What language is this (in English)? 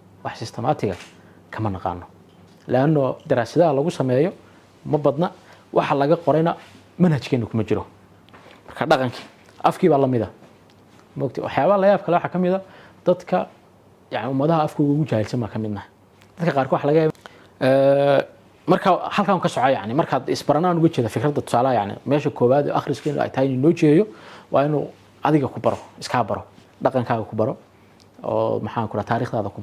Somali